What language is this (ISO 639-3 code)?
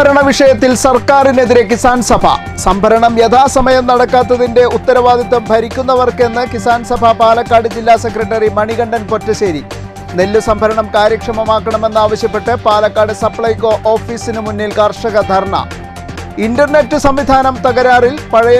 mal